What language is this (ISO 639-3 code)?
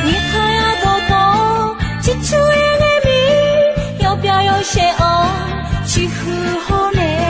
ahk